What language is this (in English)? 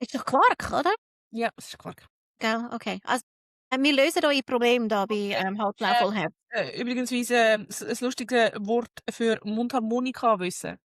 Swiss German